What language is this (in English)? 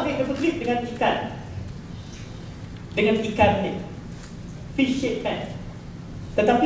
Malay